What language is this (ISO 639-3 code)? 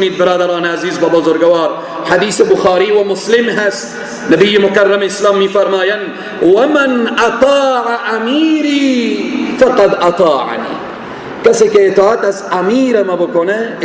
fas